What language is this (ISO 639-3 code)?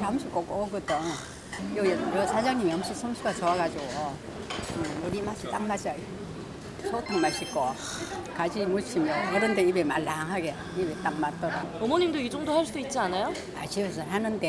kor